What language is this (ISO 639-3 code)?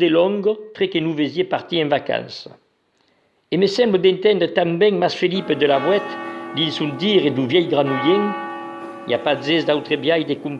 oci